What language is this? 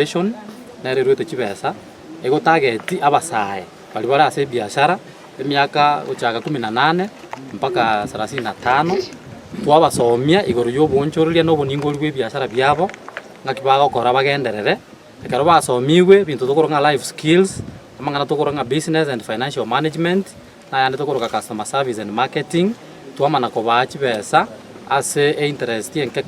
Gusii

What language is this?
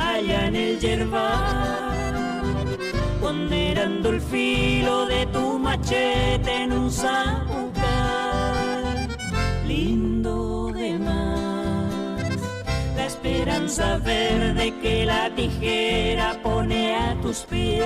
Guarani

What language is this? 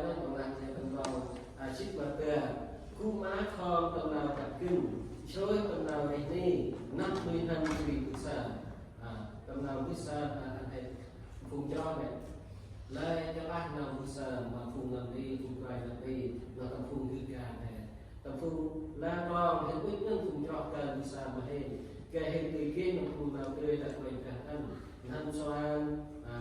Central Mnong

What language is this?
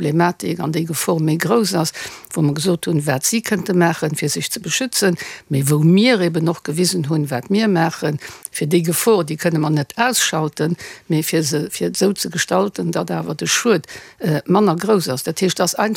Luxembourgish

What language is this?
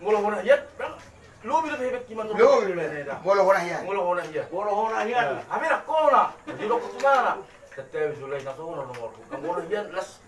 Batak Toba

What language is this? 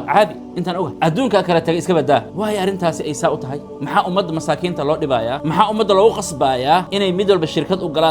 Somali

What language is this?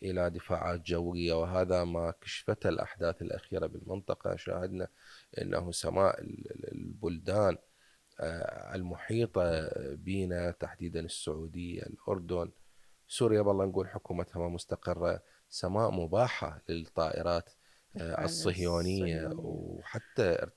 Mesopotamian Arabic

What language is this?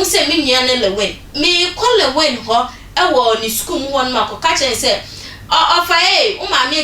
Akan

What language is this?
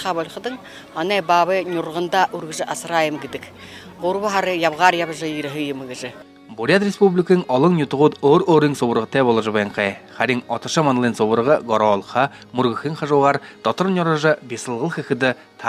Buriat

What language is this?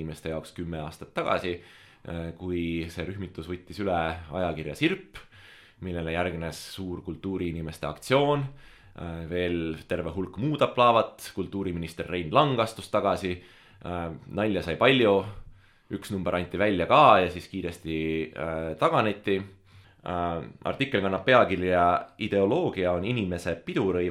Estonian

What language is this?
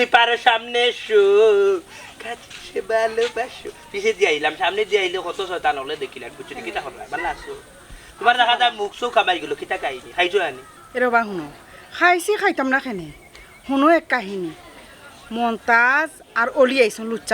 Sylheti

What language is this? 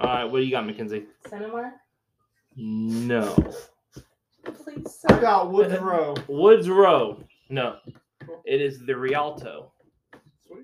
English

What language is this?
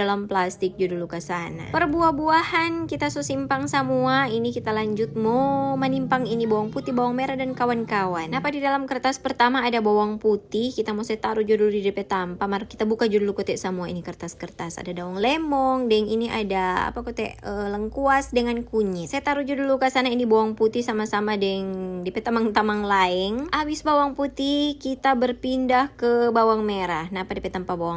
Manado Malay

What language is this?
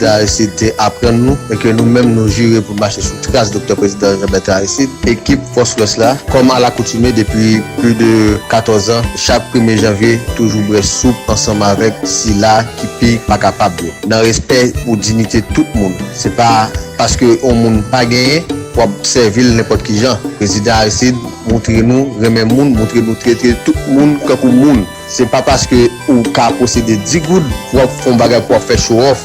Haitian Creole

